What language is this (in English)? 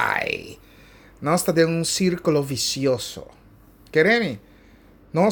Papiamento